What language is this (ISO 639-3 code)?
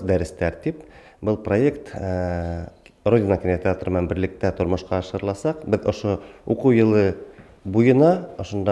bak